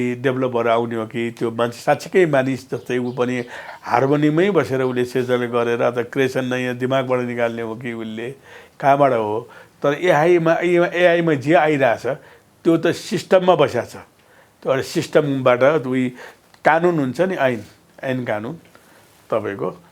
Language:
Nepali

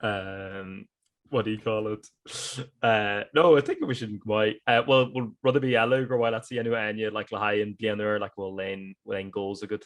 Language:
Irish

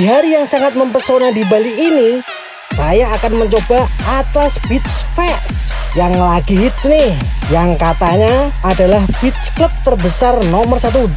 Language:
Indonesian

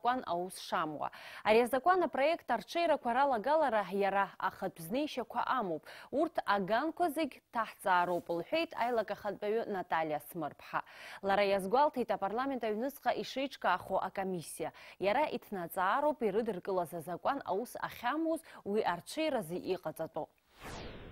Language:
Abkhazian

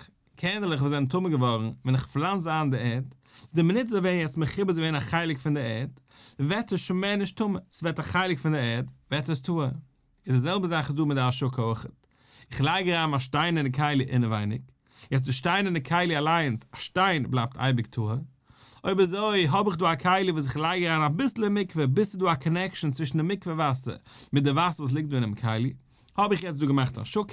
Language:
Yiddish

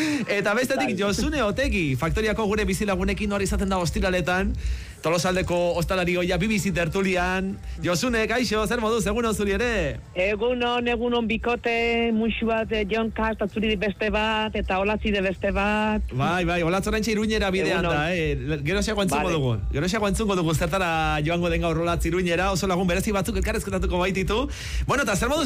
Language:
Basque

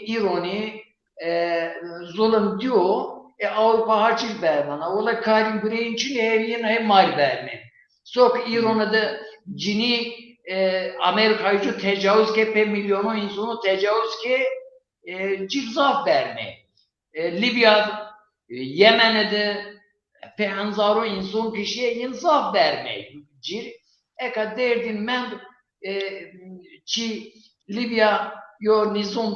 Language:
Zaza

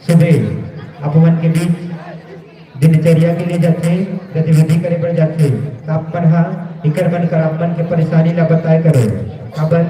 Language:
Chhattisgarhi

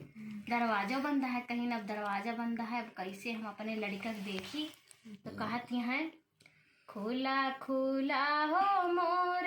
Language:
Awadhi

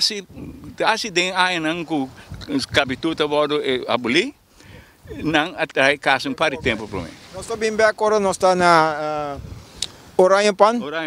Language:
Papiamento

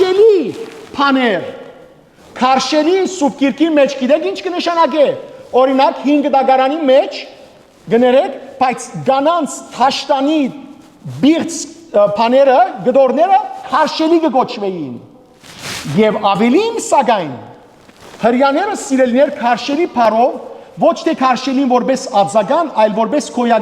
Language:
Western Armenian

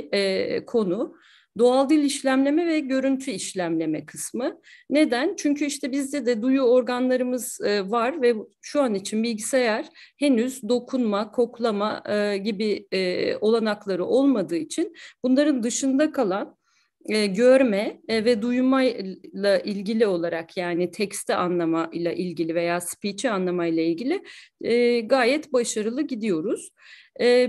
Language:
Turkish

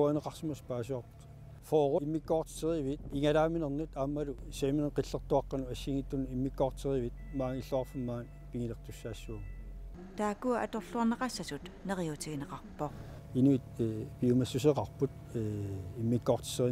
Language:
Kalaallisut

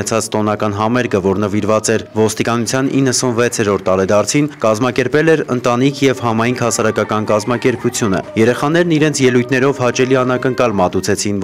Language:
Armenian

